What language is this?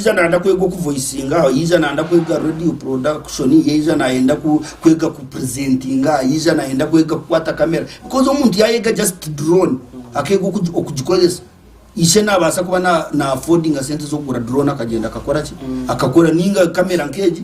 Nyankole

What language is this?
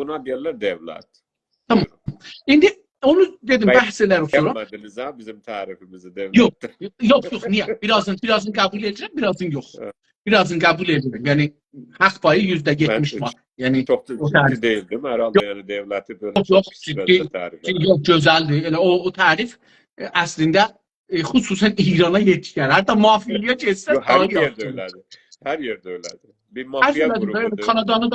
South Azerbaijani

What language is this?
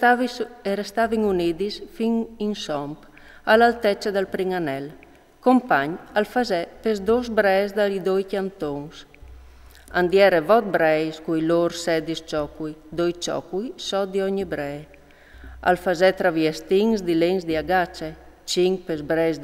Friulian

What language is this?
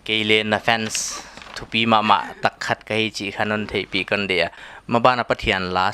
Paite Chin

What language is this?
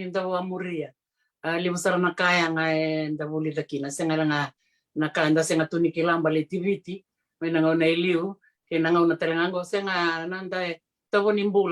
Fijian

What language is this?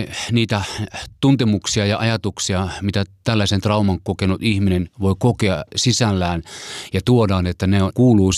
Finnish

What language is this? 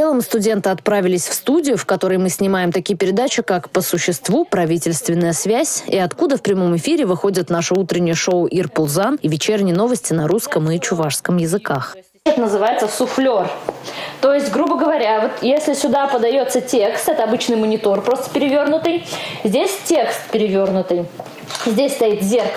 Russian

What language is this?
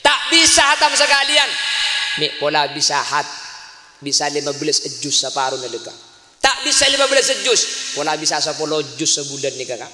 Madurese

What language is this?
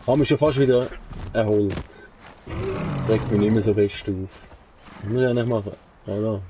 Swiss German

